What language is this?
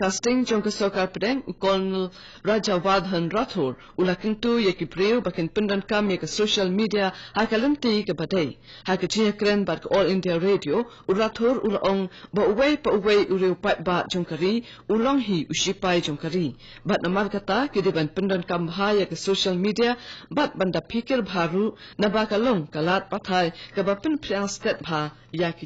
Khasi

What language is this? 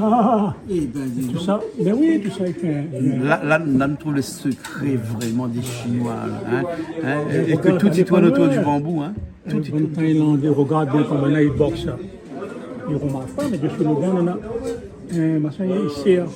Réunion Creole French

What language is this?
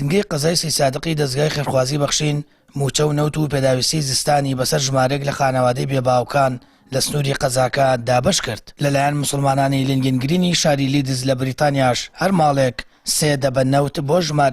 Central Kurdish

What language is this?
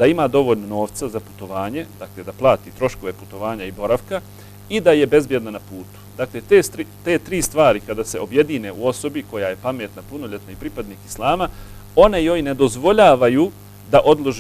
Bosnian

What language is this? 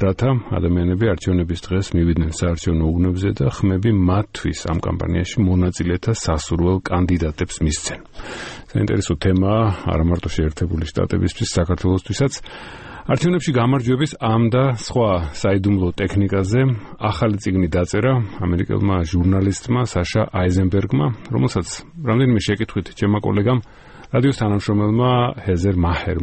Georgian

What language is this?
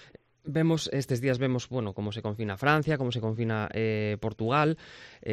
Galician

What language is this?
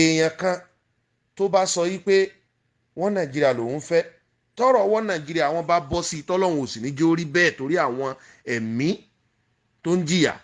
Yoruba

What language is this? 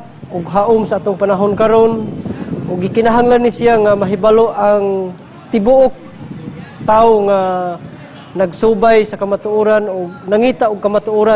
Cebuano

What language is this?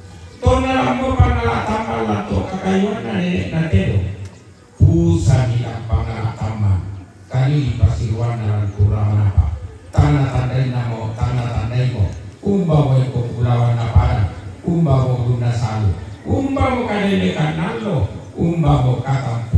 Toraja-Sa'dan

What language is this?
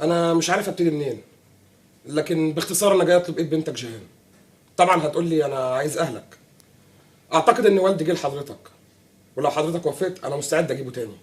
Egyptian Arabic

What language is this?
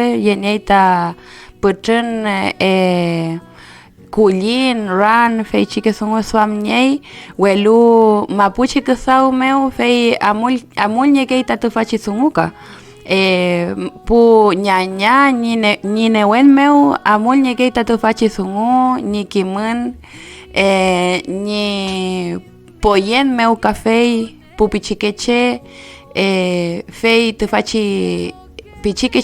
Mapuche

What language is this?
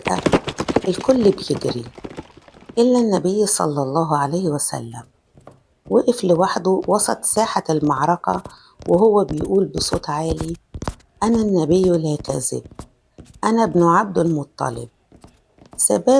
Egyptian Arabic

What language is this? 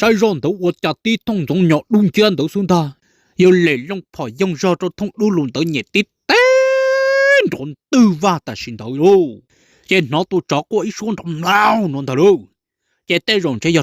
Hmong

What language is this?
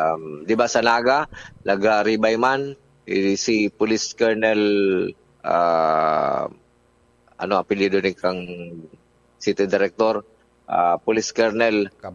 Bikol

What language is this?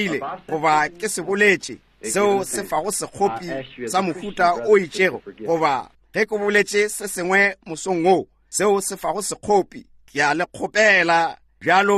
Northern Sotho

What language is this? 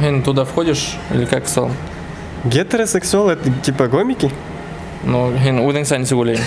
Bashkir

